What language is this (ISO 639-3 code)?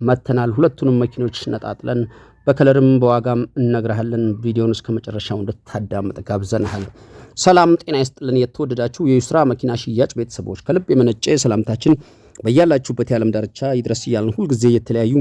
amh